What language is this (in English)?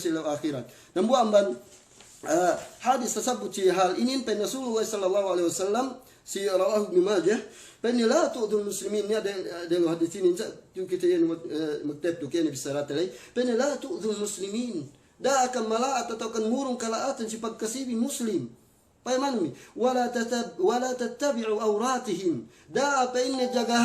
Yakan